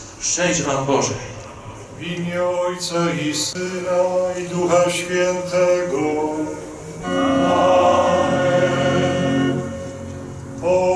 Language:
Polish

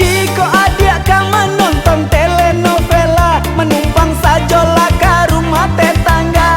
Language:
Minangkabau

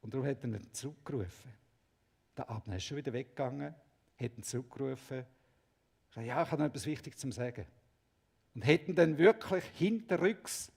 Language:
Swiss German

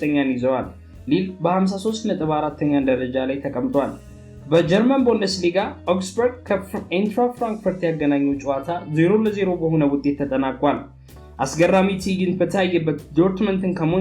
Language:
Amharic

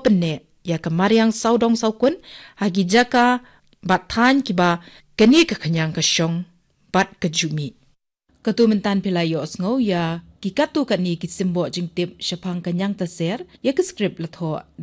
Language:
Khasi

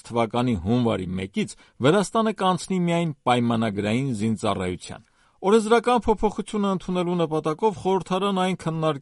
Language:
Armenian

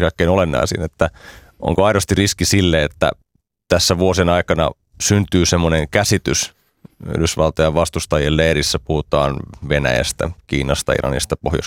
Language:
Finnish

